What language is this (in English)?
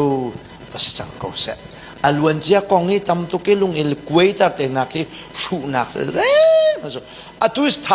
Hakha Chin